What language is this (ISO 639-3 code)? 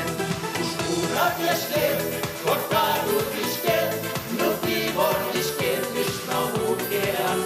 udm